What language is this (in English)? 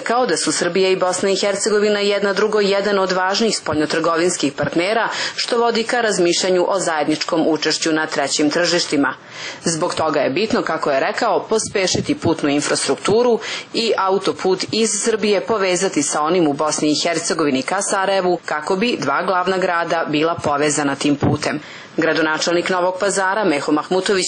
Serbian